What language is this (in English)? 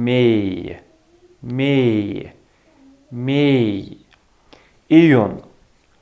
Tajik